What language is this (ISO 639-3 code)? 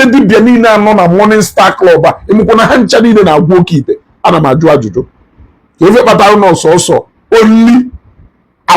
ibo